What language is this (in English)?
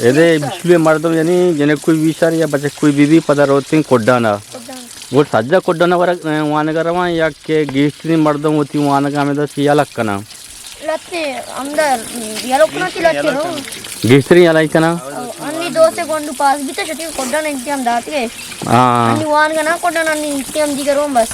Eastern Balochi